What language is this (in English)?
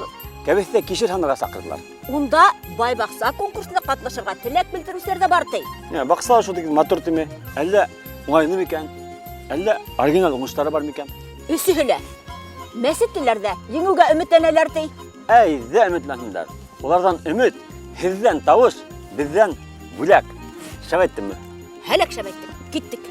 Bashkir